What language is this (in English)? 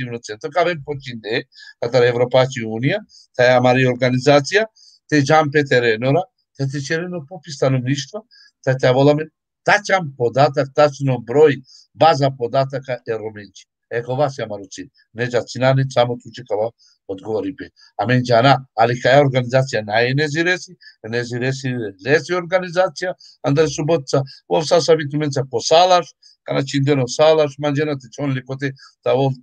Balkan Romani